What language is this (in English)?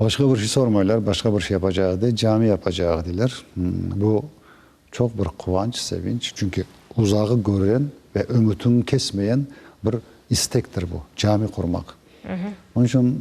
Crimean Tatar